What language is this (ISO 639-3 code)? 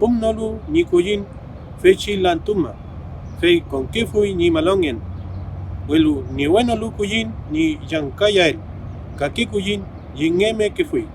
arn